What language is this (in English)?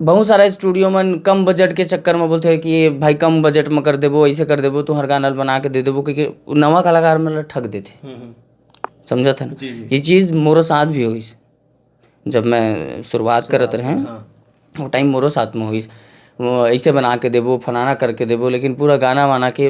Chhattisgarhi